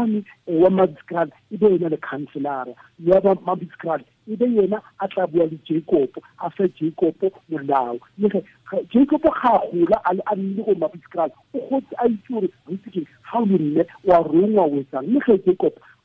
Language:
Tswana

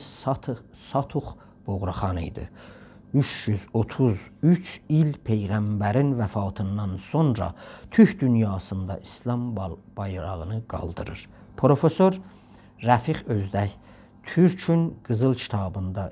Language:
South Azerbaijani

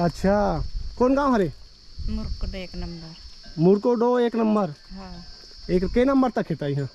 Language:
Chhattisgarhi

